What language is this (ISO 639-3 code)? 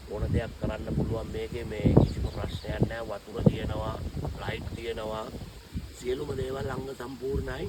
sin